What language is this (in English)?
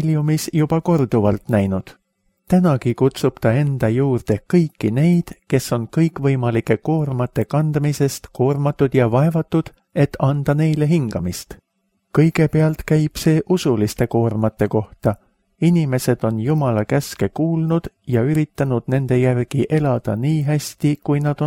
Estonian